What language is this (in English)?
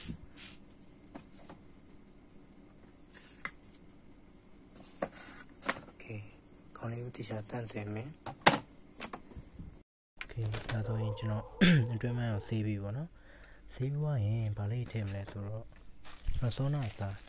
Burmese